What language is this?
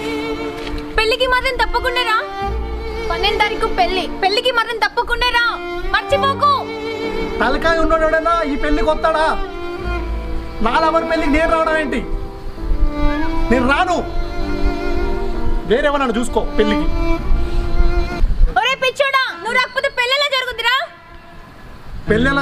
Telugu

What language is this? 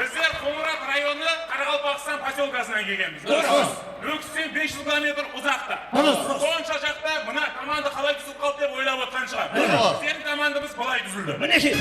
Kara-Kalpak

